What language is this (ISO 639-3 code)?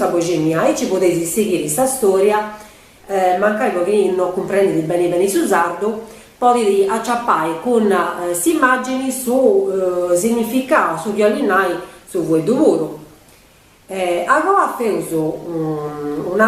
srd